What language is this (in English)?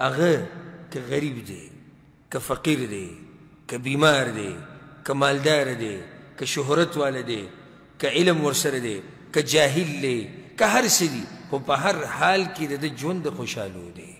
Pashto